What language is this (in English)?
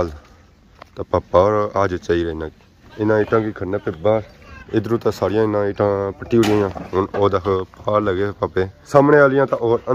Pahari-Potwari